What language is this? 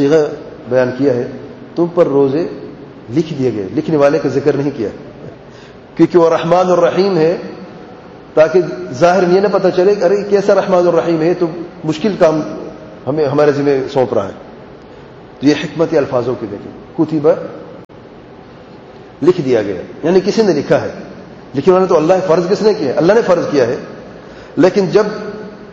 Urdu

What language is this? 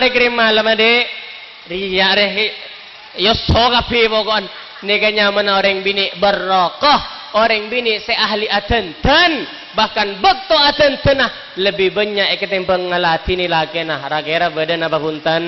Madurese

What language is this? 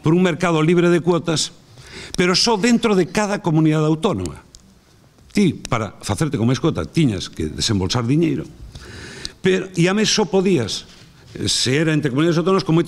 Galician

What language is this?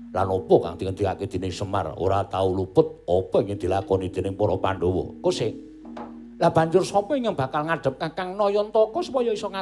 Javanese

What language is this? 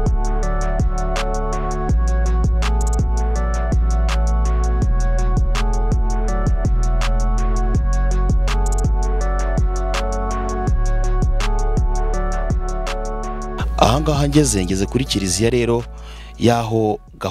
Kinyarwanda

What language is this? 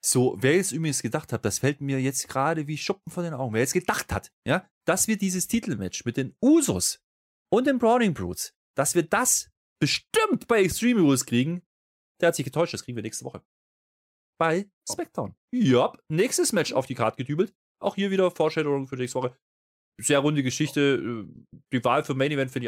German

